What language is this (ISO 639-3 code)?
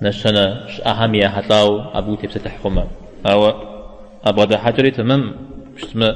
kbd